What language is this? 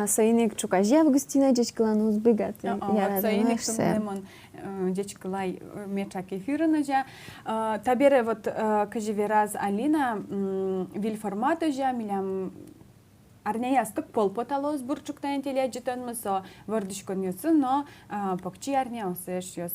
Udmurt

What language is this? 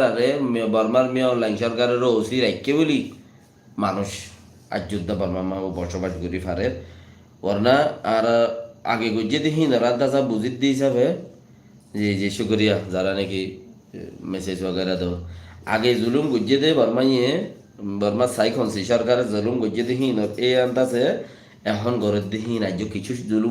Rohingya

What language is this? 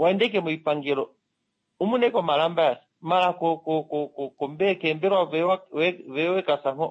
Kuanyama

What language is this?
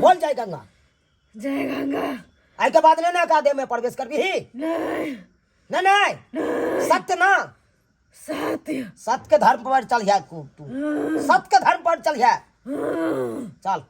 Maithili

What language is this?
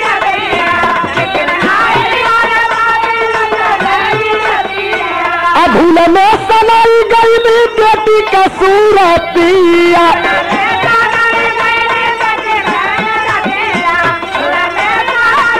Bhojpuri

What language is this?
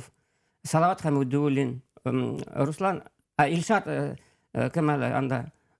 Bashkir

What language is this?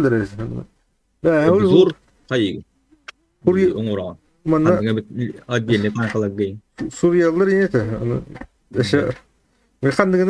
Yakut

